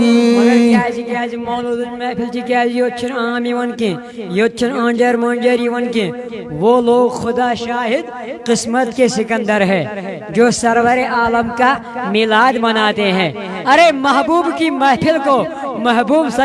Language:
Kashmiri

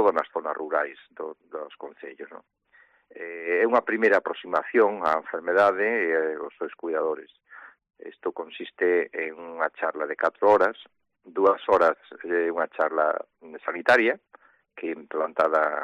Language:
Galician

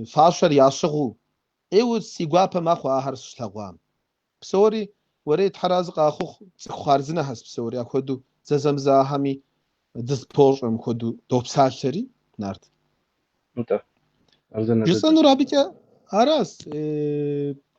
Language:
Kabardian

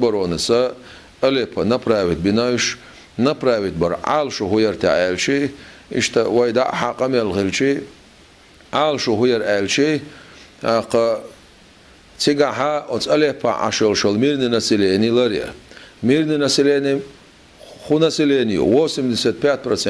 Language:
Chechen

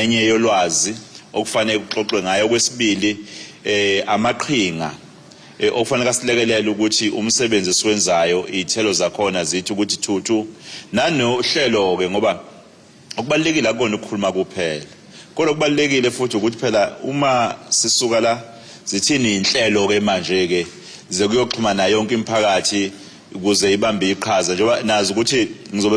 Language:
Zulu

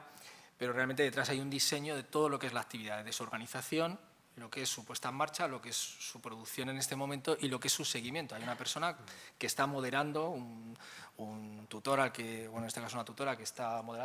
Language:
Spanish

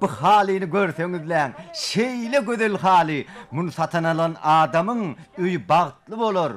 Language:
Turkmen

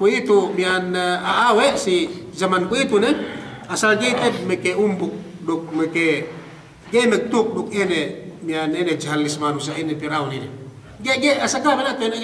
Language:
Yakan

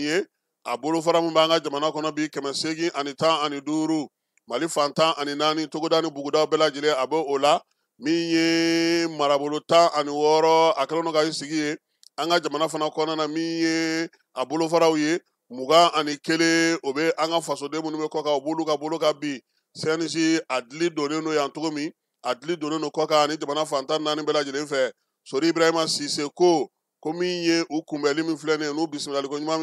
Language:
Bambara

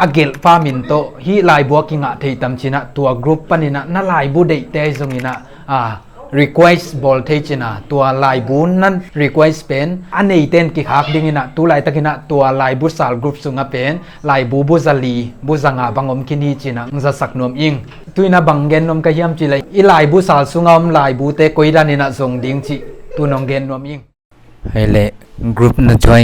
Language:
Tedim Chin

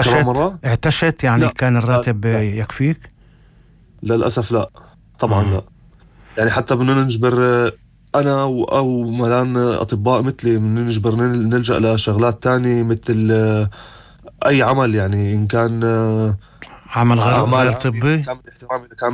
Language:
North Levantine Arabic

